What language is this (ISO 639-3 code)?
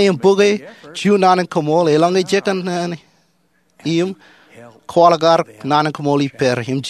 mah